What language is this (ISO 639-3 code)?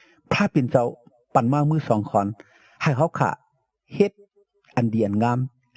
shn